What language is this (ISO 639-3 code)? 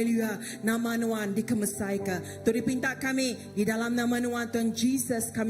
iba